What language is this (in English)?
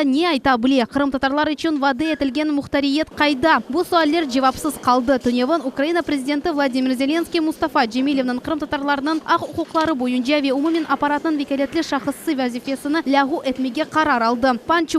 Crimean Tatar